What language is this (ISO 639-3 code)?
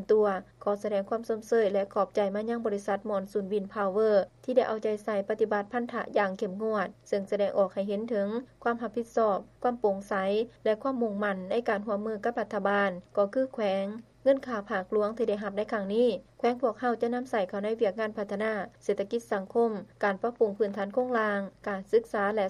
lao